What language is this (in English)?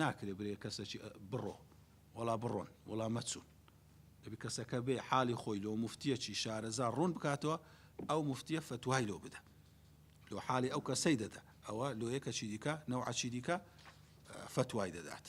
Central Kurdish